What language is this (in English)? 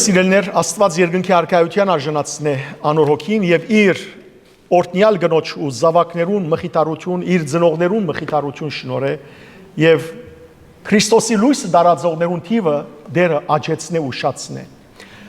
Western Armenian